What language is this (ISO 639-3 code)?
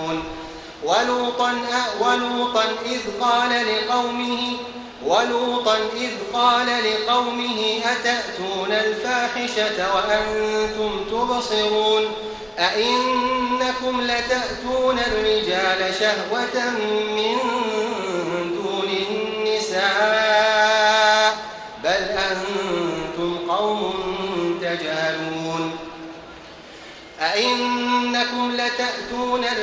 ara